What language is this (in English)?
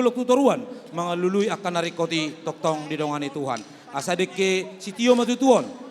Batak Toba